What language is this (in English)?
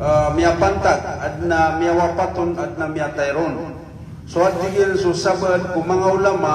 Maranao